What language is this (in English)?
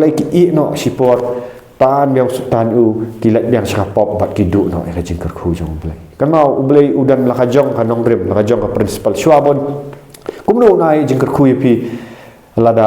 Khasi